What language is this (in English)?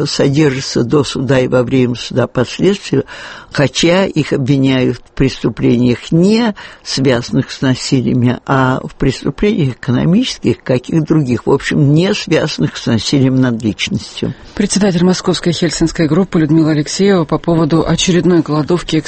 Russian